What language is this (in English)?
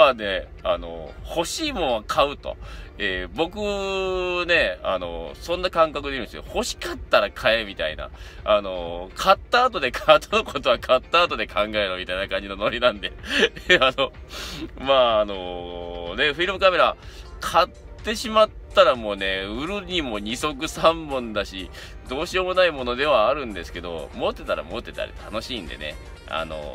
Japanese